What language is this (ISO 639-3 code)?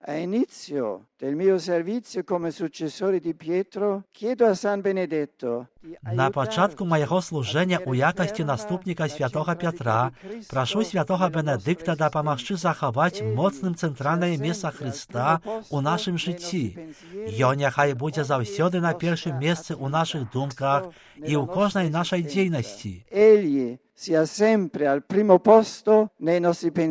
bel